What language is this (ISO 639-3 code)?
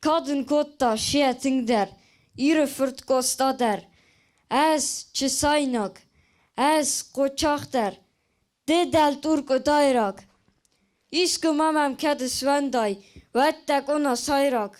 oss